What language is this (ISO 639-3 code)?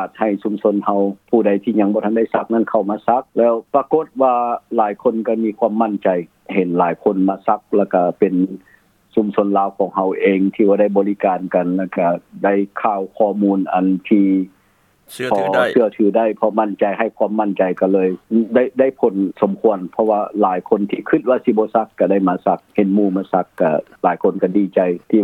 lao